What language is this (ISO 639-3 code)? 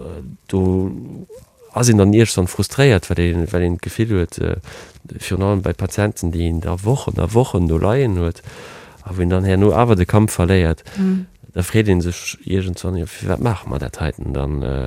ltz